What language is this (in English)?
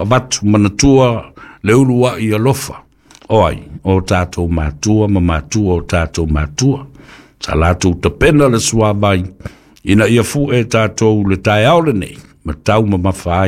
Samoan